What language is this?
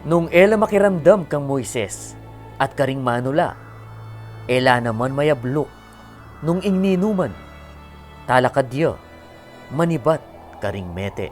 Pampanga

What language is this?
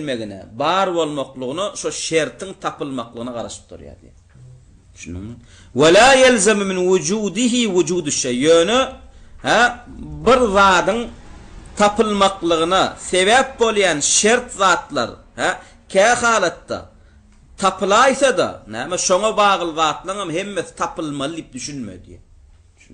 Turkmen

